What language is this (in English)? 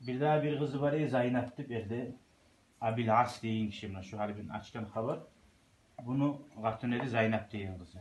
Kumyk